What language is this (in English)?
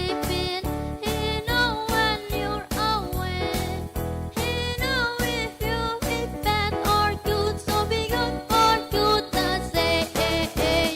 Batak Karo